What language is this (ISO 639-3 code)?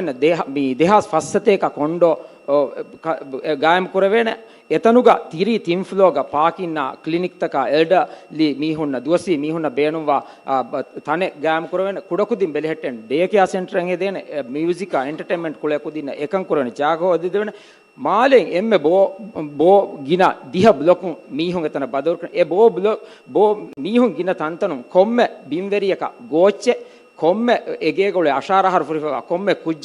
div